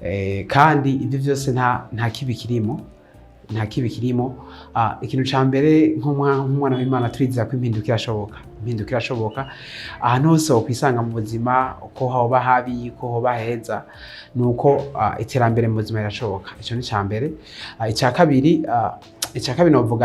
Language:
Rundi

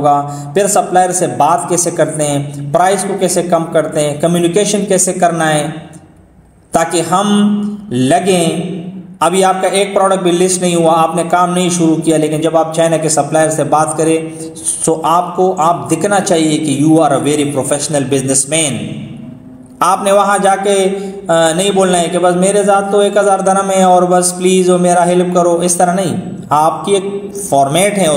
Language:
Hindi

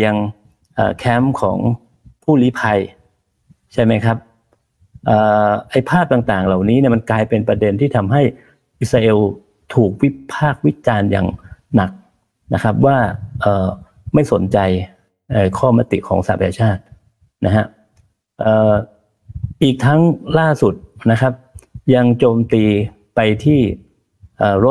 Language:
Thai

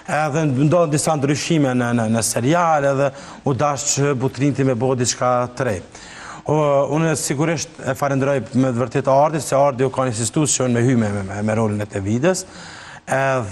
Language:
Albanian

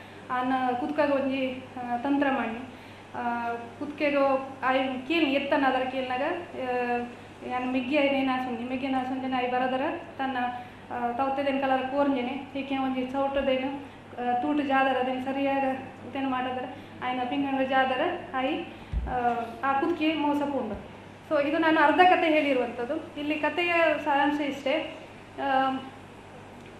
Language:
Kannada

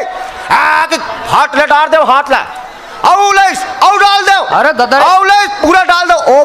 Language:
Chhattisgarhi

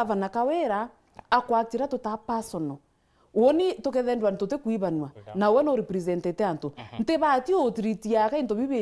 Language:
Meru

